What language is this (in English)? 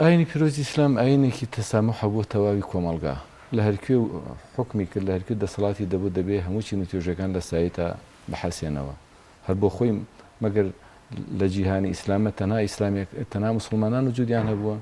Central Kurdish